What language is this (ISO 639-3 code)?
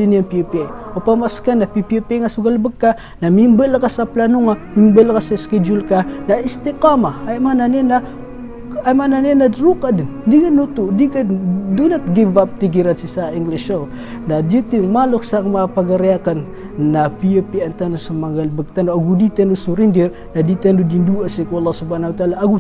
mrw